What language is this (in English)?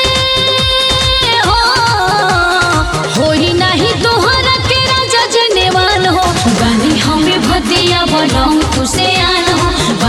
Bhojpuri